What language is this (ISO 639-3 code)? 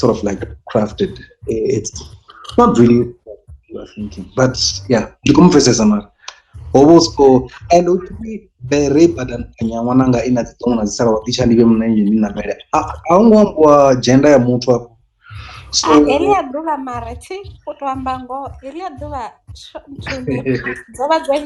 ven